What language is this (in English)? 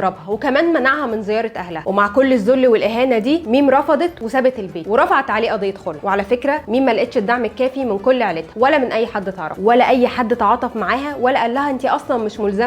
Egyptian Arabic